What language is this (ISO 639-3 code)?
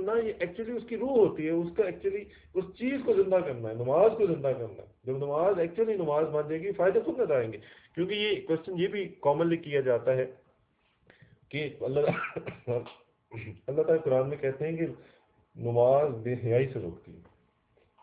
urd